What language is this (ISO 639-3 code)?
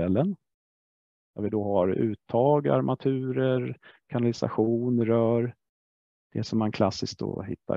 swe